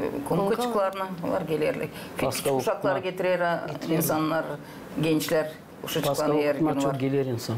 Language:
Gagauz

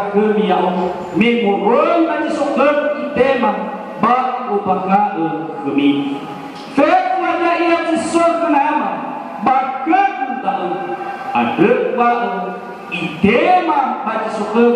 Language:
Nias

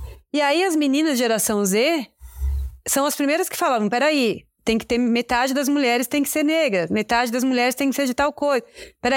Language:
Portuguese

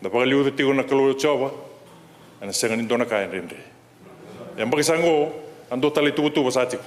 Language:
Fijian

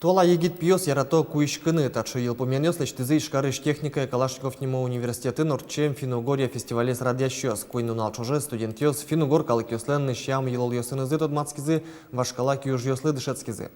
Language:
Udmurt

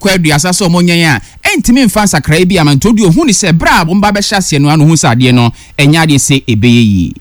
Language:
Akan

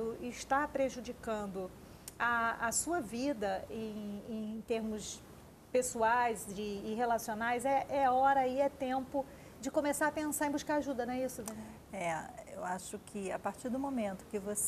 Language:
Portuguese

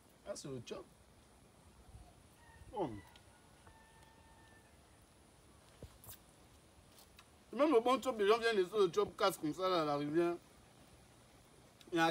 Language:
French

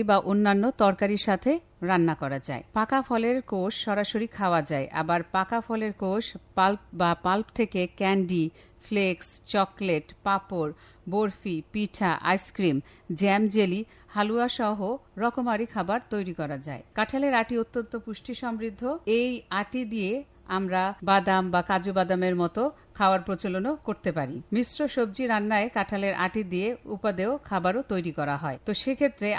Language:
Bangla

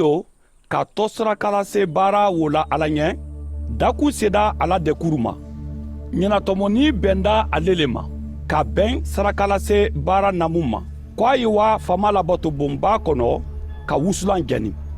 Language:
Mandingo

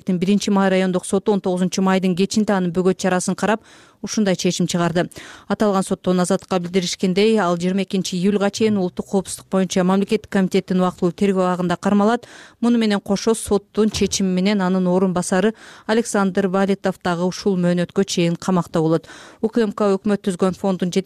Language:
Kyrgyz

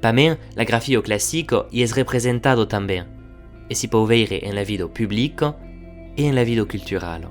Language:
Occitan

